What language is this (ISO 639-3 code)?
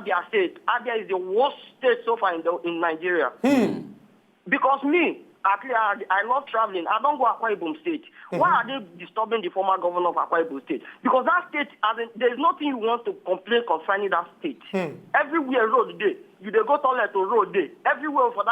pcm